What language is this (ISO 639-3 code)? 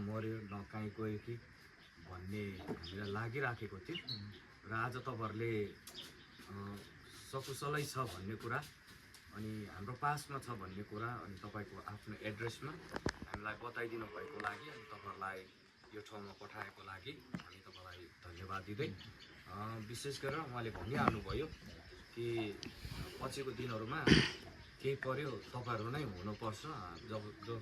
nep